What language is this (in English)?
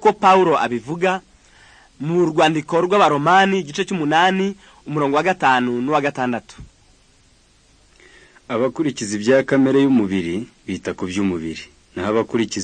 Kinyarwanda